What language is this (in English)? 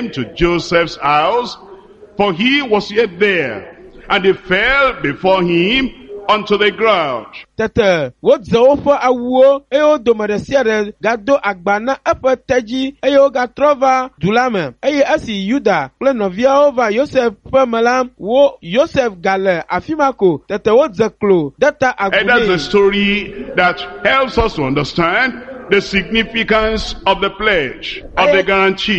Ewe